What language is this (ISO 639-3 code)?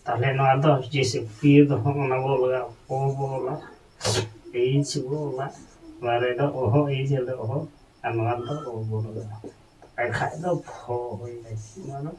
sat